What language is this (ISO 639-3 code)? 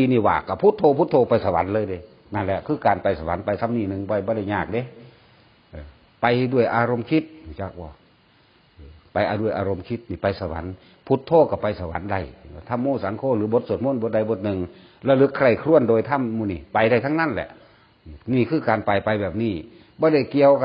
tts